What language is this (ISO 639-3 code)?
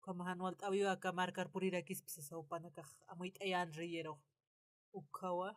aym